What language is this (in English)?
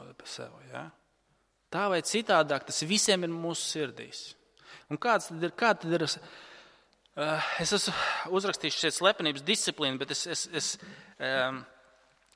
Latvian